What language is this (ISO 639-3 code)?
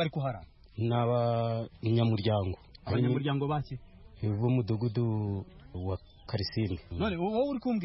kin